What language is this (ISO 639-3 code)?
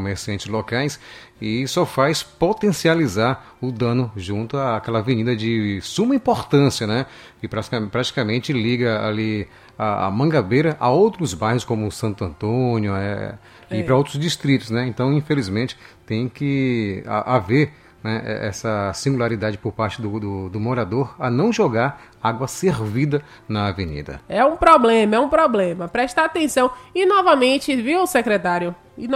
por